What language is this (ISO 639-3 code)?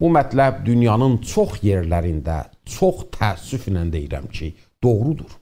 azb